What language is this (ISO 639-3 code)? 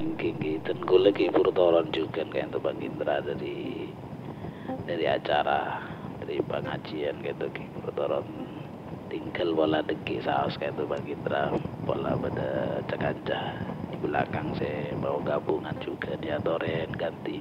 mad